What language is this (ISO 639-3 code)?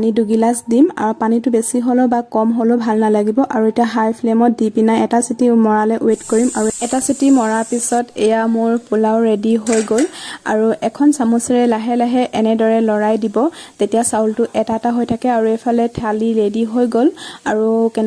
asm